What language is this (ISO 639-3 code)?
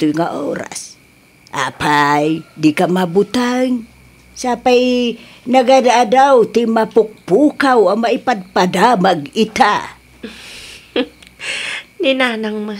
ilo